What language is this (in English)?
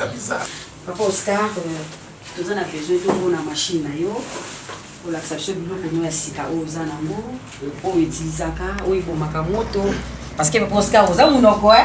Lingala